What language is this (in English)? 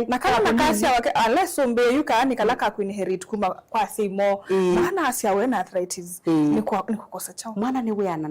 Kamba